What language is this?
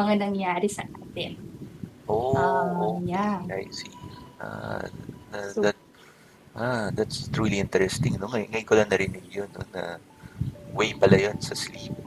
Filipino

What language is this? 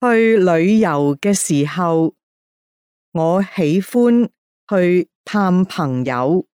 Cantonese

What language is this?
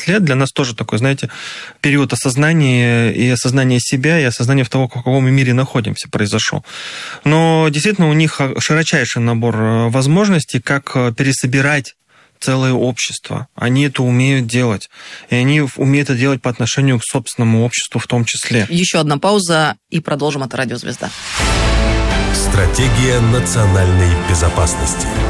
Russian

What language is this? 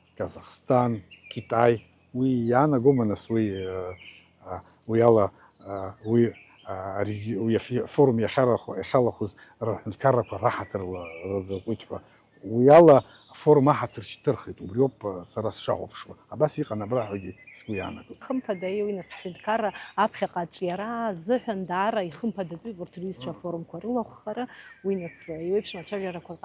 Abkhazian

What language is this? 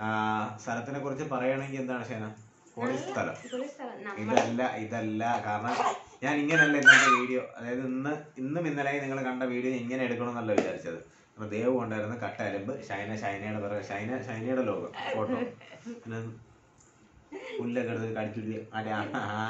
Malayalam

